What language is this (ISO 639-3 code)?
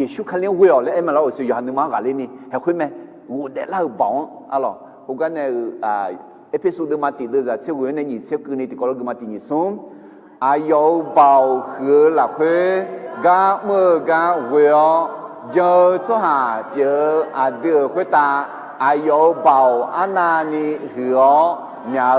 ahk